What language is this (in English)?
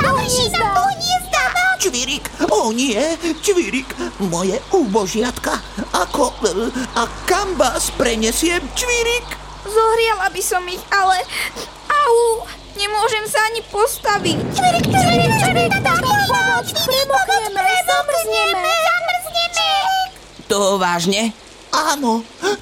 Slovak